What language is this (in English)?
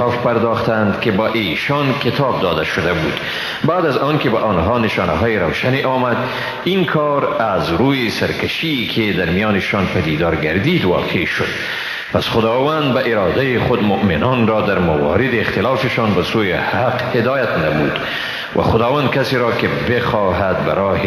Persian